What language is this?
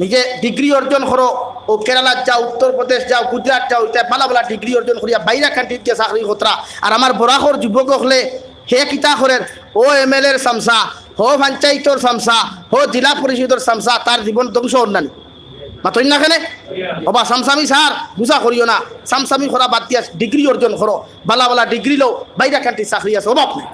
Sylheti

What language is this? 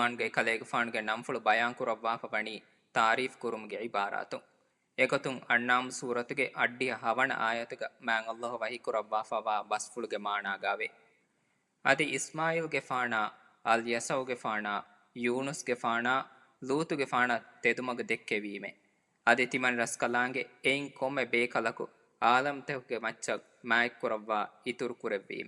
Divehi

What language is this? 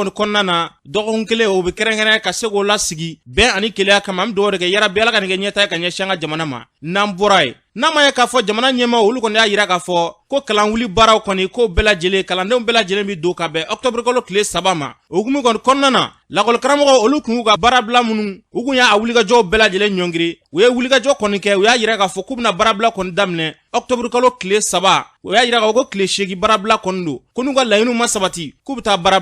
Bambara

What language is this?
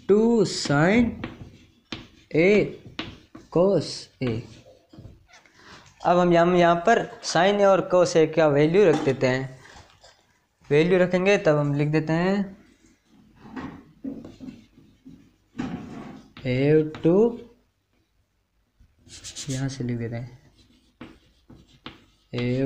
Hindi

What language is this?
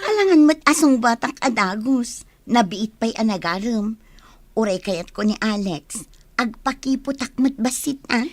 Iloko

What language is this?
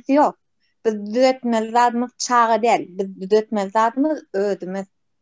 Turkmen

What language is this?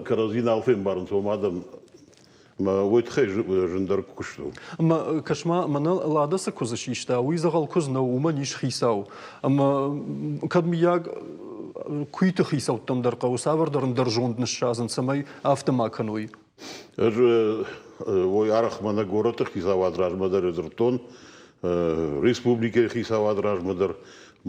Ossetic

